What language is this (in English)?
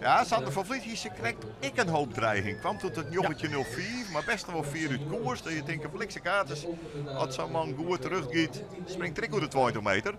Western Frisian